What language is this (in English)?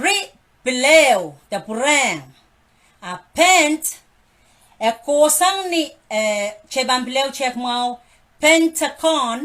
Pohnpeian